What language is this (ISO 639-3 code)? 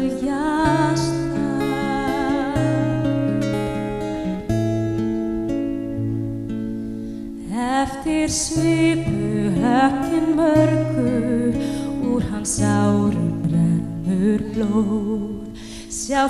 isl